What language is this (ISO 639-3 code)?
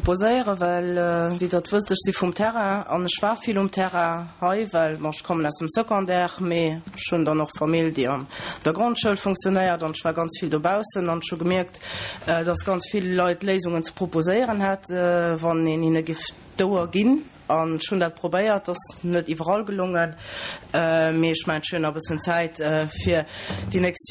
ltz